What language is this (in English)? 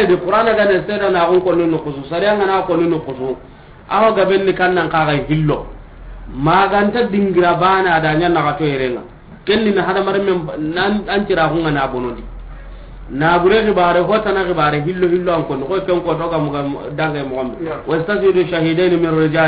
Soninke